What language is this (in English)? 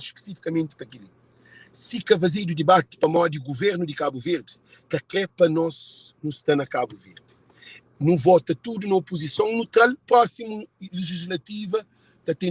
Kabuverdianu